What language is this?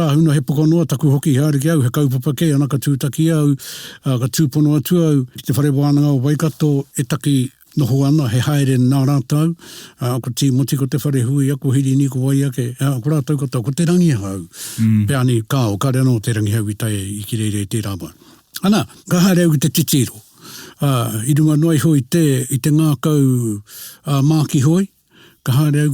Māori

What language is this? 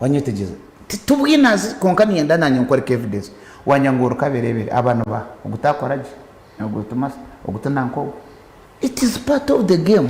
Nyankole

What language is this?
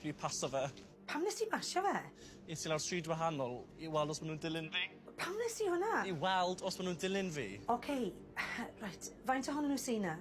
Welsh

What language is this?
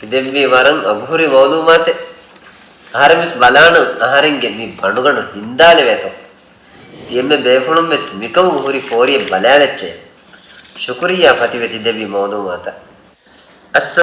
Divehi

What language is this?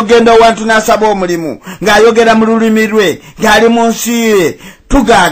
Ganda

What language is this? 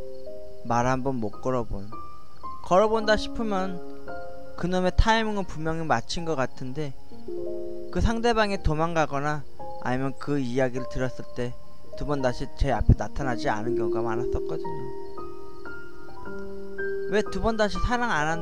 Korean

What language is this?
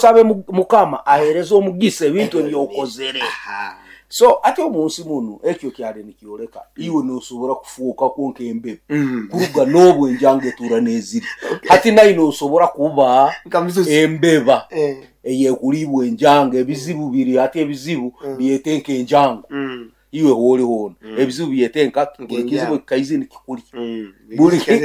Nyoro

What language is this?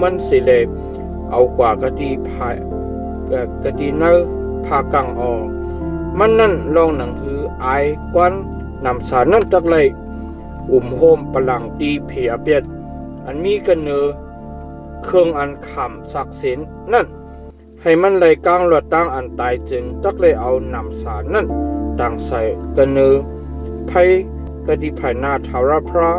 Shan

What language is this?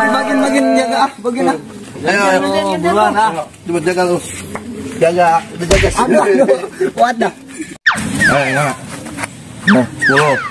Betawi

